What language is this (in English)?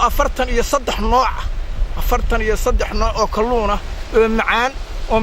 Somali